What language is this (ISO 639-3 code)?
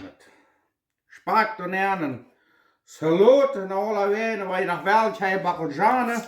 pdt